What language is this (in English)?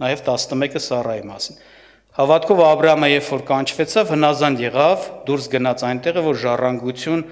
Armenian